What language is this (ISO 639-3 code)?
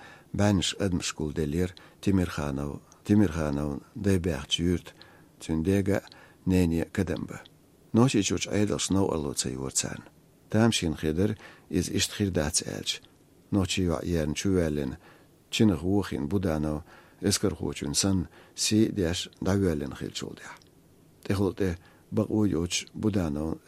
che